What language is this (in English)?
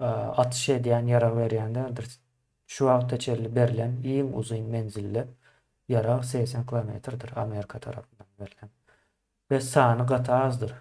Turkmen